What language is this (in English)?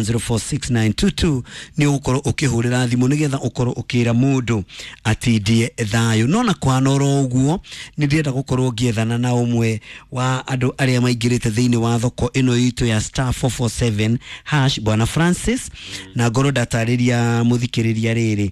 Kikuyu